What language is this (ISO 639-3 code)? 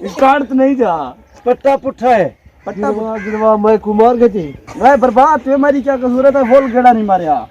skr